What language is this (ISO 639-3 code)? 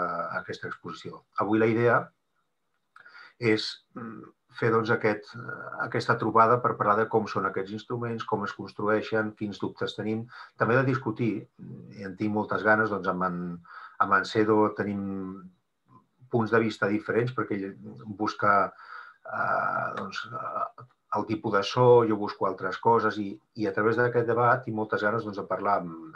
cat